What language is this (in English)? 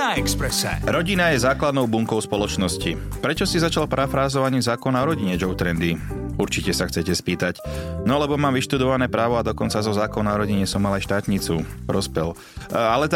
Slovak